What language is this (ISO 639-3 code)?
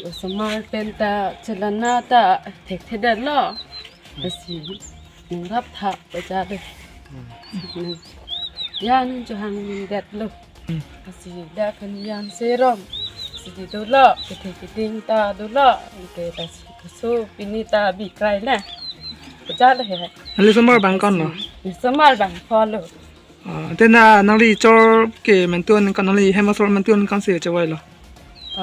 mjw